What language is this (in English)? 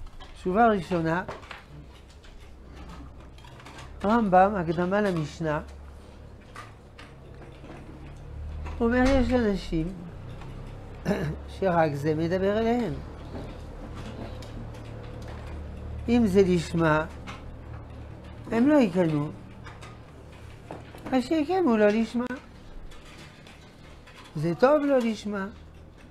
Hebrew